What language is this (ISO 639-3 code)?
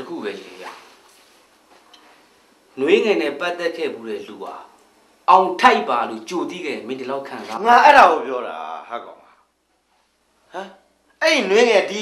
mya